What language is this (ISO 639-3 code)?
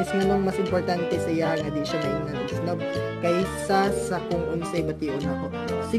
ceb